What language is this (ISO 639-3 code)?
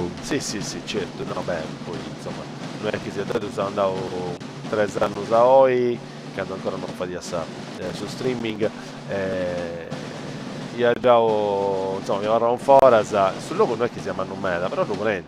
srd